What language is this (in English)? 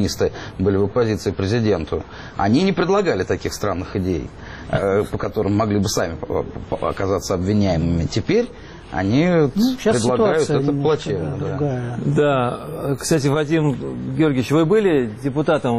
Russian